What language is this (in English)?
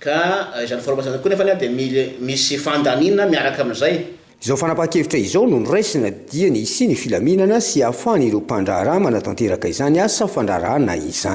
Malagasy